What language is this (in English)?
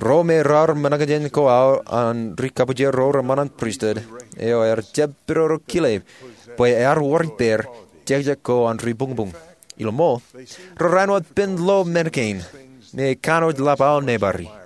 Marshallese